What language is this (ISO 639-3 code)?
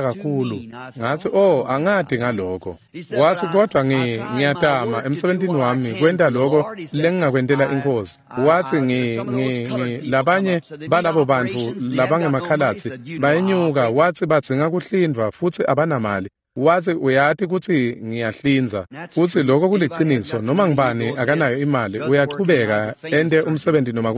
ssw